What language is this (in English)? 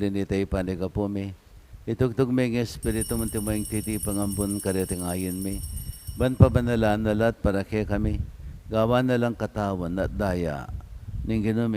Pampanga